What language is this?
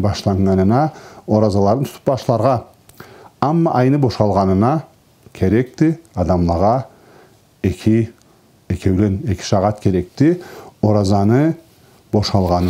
Karachay-Balkar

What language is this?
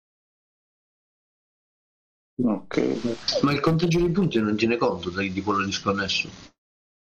Italian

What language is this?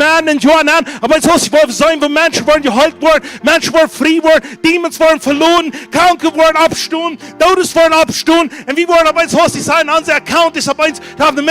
Plautdietsch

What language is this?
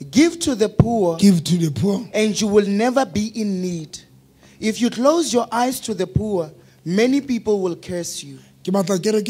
Southern Sotho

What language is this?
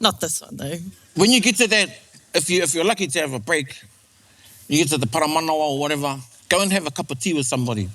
Māori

